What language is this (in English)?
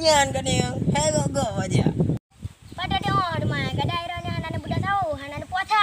Achinese